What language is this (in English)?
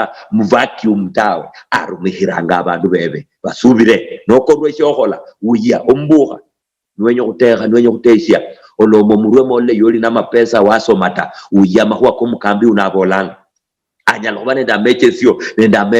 Luyia